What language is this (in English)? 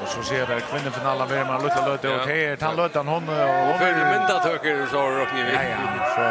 Faroese